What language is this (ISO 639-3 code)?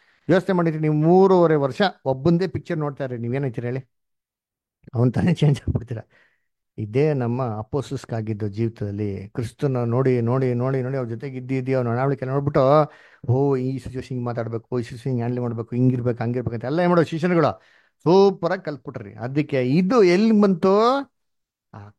kan